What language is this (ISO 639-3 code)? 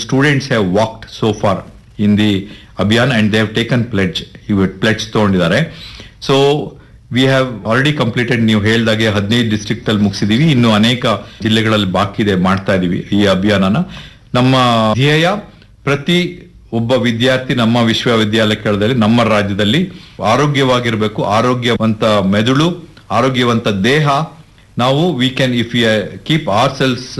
kan